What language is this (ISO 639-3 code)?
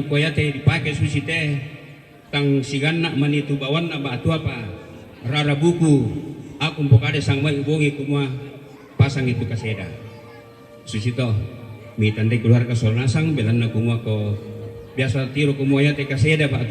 sda